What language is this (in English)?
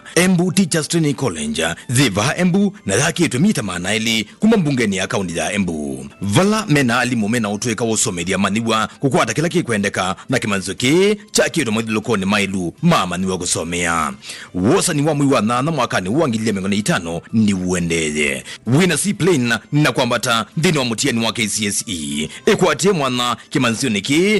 Kamba